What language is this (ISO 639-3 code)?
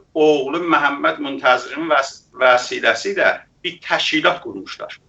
azb